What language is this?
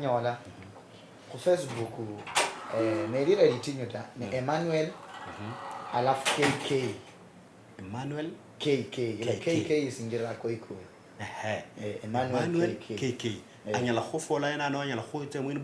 Luyia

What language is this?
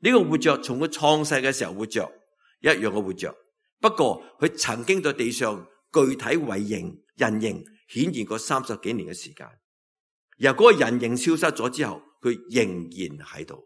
Cantonese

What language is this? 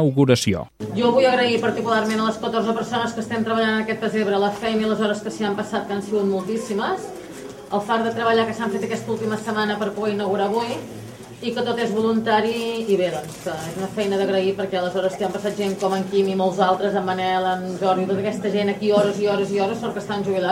Catalan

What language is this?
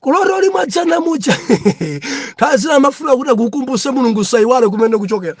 Nyanja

